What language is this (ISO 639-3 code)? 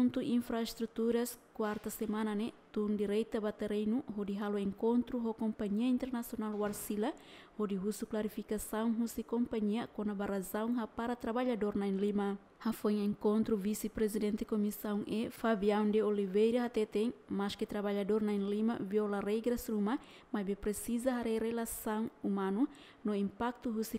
tet